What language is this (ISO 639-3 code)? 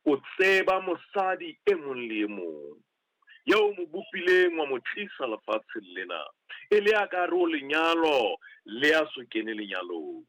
sot